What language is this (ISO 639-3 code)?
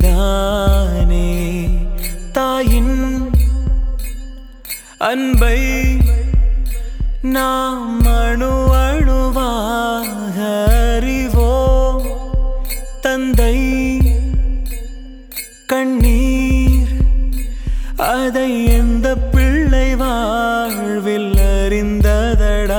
tam